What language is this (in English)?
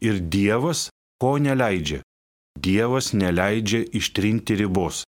Lithuanian